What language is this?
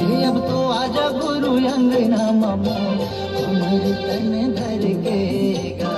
Chhattisgarhi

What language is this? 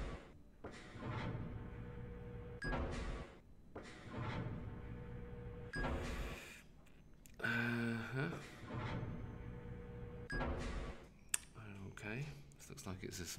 English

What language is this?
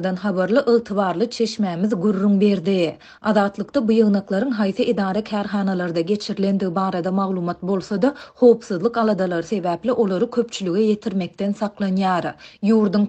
Turkmen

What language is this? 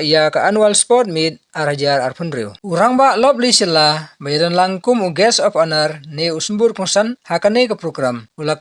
Khasi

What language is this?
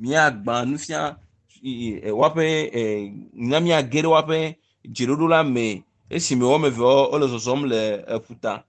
Ewe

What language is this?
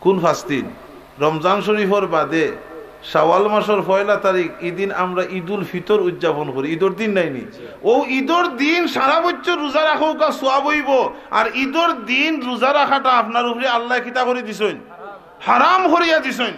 Sylheti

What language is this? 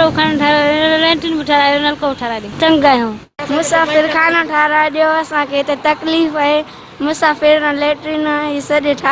Sindhi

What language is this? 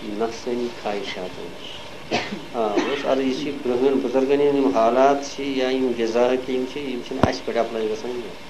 Kashmiri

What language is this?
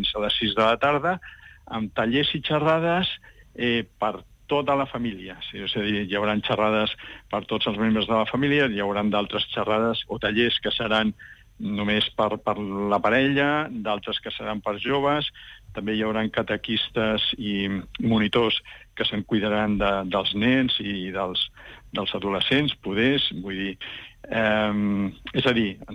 Catalan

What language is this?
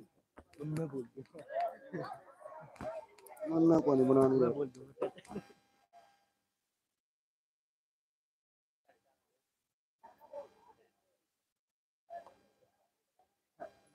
Hindi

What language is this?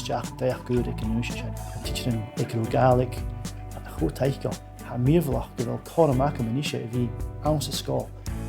Scottish Gaelic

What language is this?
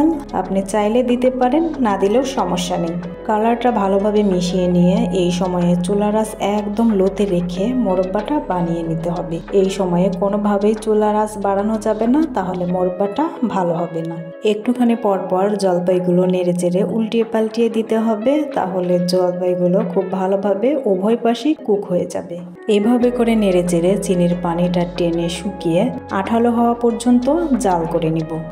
Bangla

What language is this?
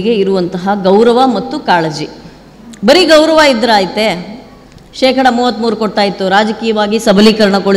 Kannada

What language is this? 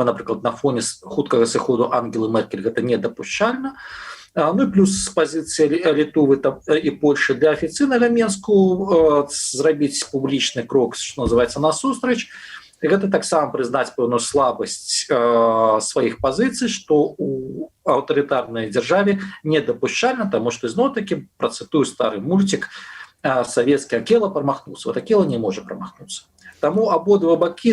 Belarusian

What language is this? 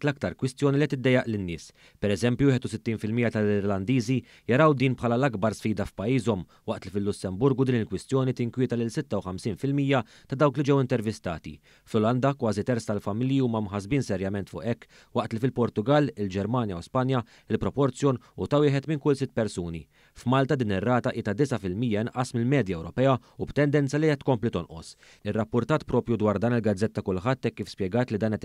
Maltese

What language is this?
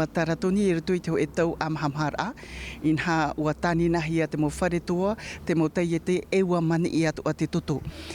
Tahitian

